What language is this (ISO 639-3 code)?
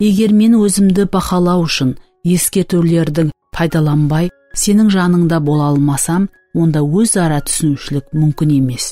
kaa